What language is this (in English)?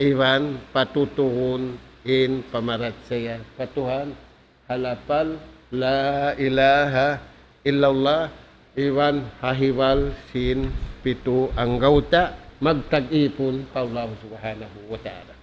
Tausug